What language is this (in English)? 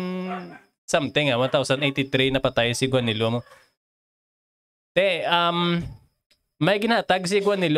Hiligaynon